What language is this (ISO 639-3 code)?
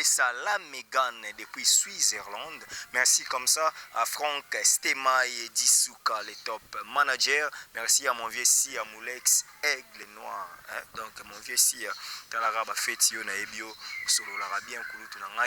lin